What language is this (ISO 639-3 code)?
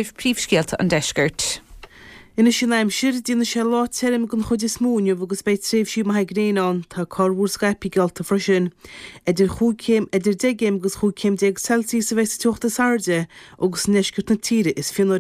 gle